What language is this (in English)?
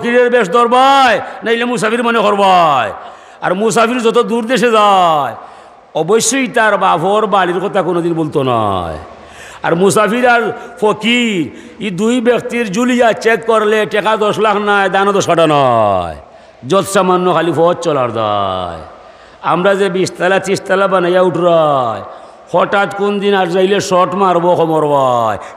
Sylheti